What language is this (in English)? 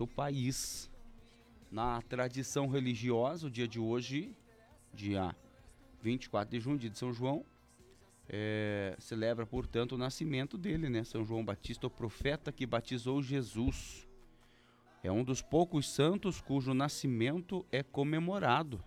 Portuguese